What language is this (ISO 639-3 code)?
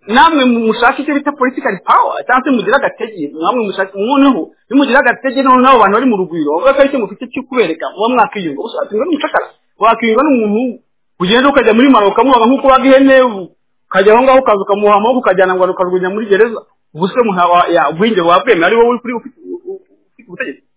kin